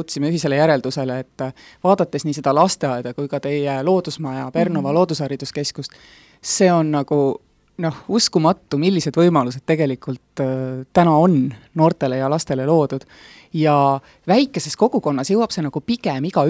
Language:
Estonian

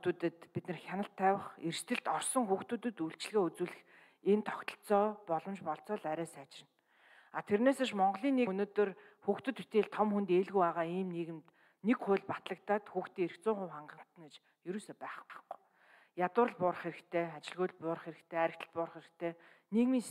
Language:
Mongolian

